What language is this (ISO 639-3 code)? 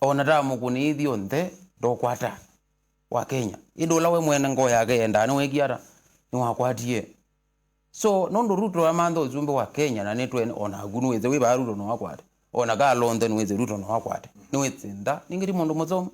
kam